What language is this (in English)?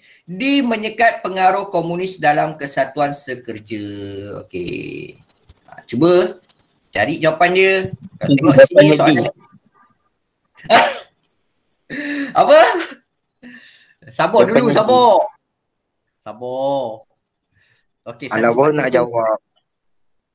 Malay